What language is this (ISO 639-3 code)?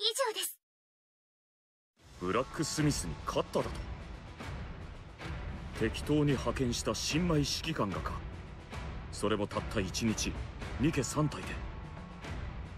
jpn